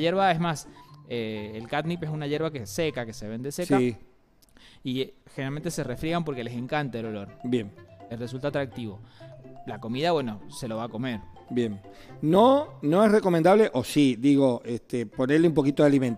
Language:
Spanish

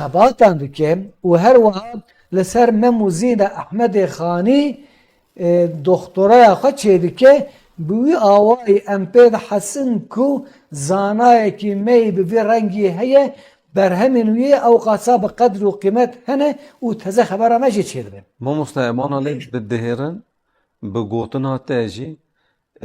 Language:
Kurdish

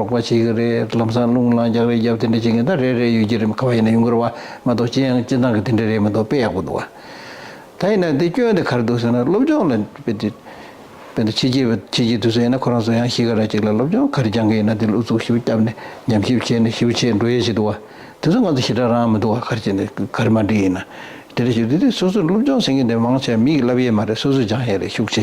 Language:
Tibetan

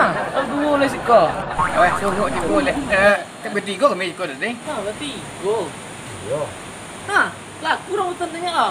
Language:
Minangkabau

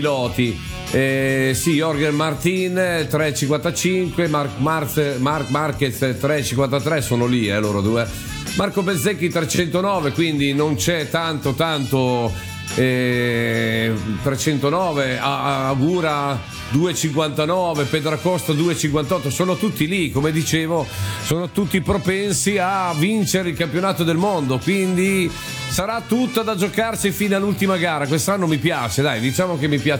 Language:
Italian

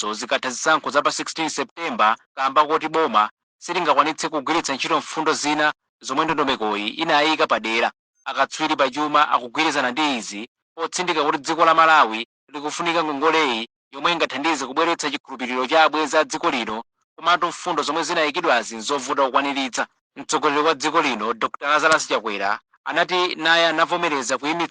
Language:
Nyanja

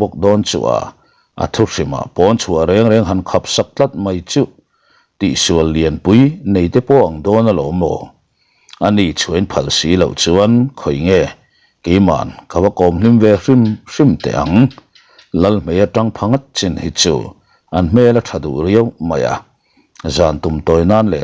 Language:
Mizo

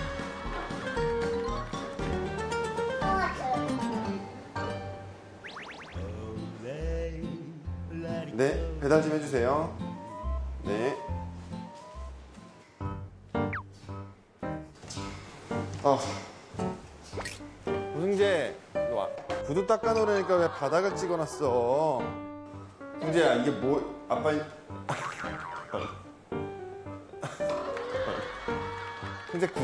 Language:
Korean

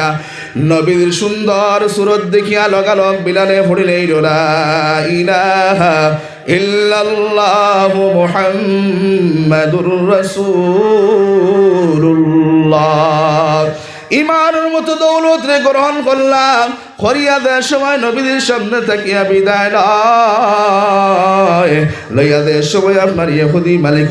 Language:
Sylheti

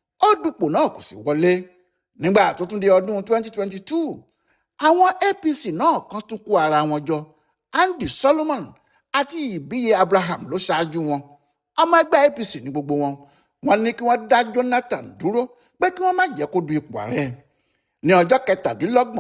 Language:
Yoruba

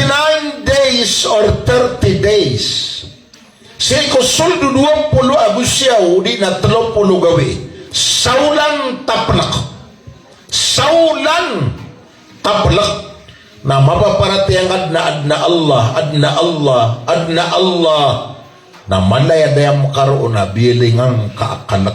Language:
Maranao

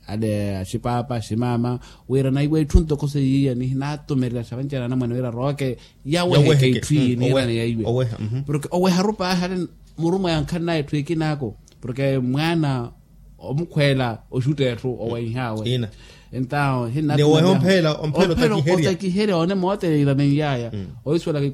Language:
Makhuwa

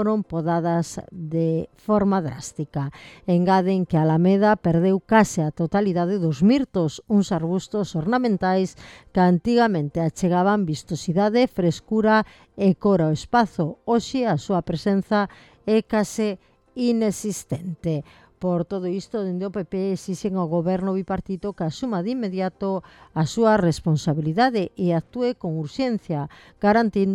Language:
Galician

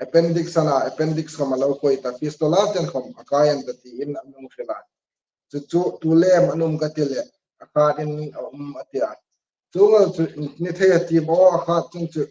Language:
Hmar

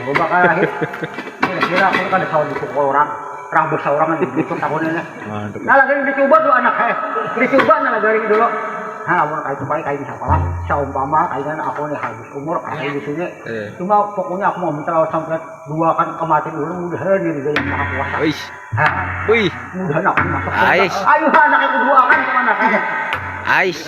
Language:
Banjar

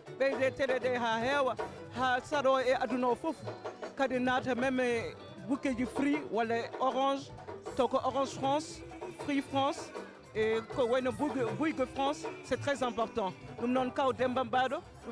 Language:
Fula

